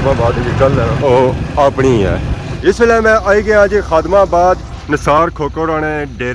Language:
Pahari-Potwari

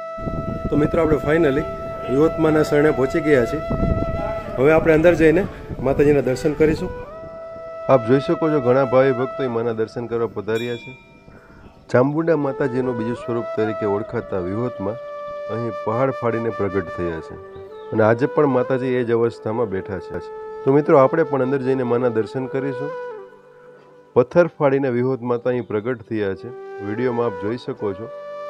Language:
Gujarati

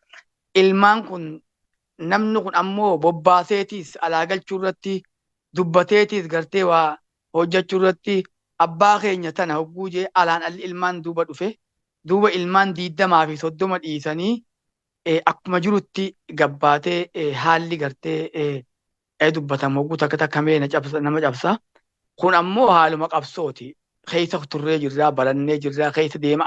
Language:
Oromo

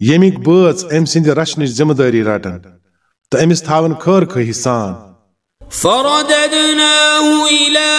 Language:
Kashmiri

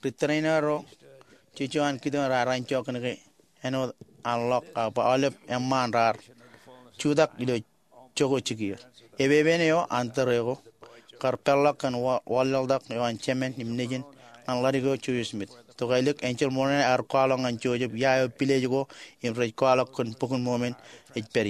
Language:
Marshallese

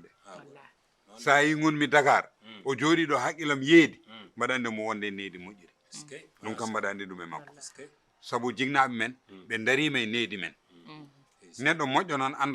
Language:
Fula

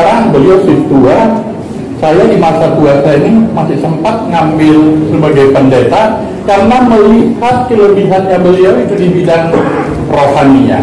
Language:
Batak Angkola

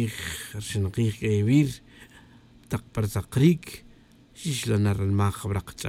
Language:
Tz'utujil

